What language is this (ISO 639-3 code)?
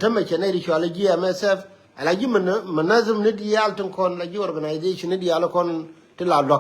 nus